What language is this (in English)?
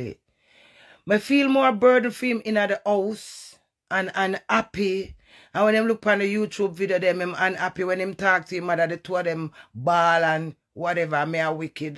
Jamaican Creole English